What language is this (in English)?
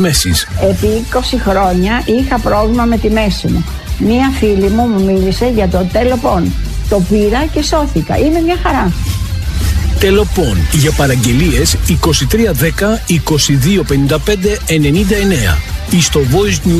Greek